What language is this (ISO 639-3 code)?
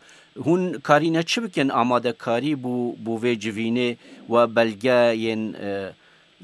kur